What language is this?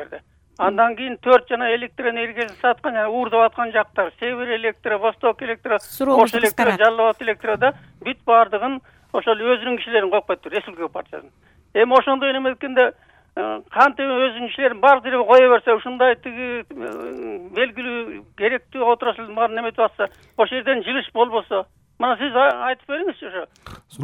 Kyrgyz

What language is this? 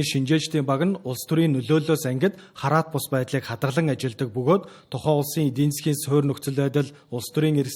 Mongolian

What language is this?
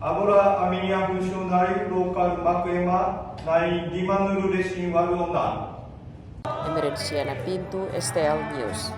Tetum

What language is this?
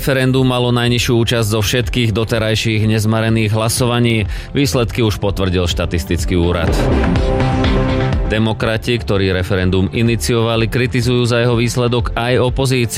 Slovak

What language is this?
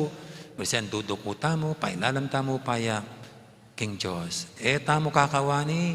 Pampanga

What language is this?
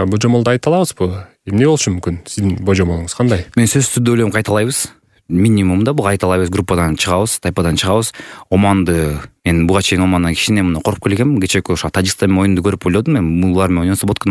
Kyrgyz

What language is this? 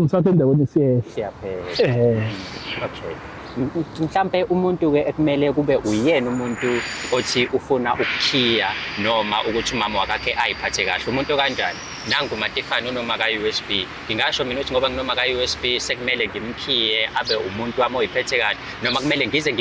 Zulu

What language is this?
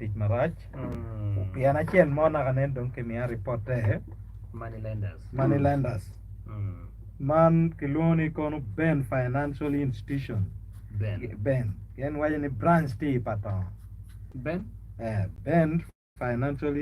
Acoli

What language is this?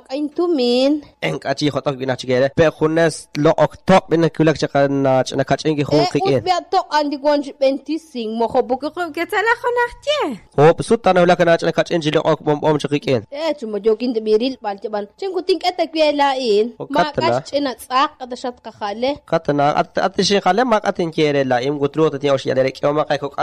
Kekchí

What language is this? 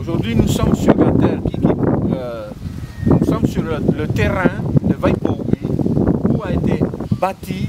South Marquesan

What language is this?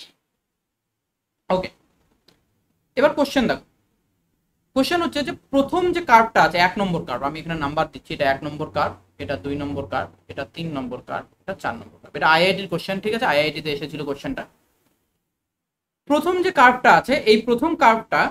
Bangla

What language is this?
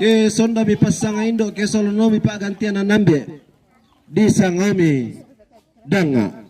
Toraja-Sa'dan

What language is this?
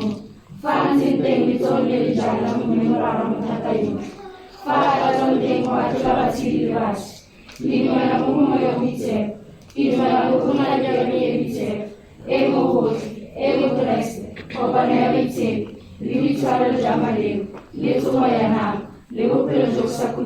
Tswana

